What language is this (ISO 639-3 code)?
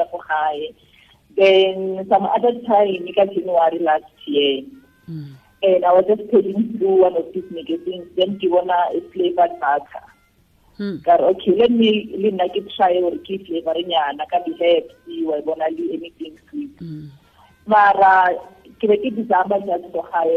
tsn